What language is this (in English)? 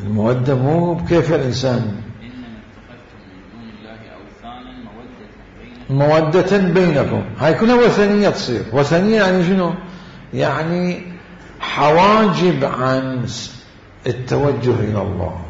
Mesopotamian Arabic